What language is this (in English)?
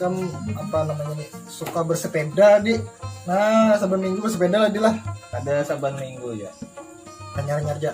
Banjar